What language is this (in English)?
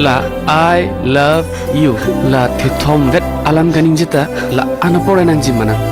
Karbi